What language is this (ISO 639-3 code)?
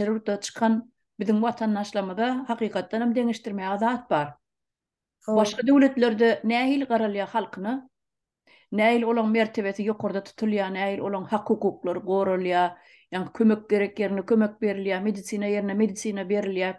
tuk